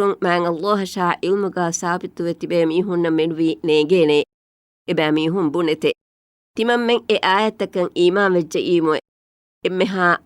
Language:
Divehi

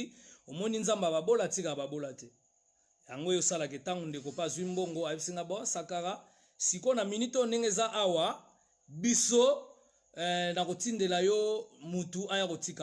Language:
Lingala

